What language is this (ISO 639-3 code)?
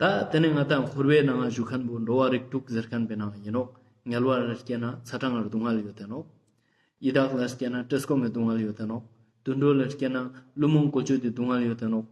lbj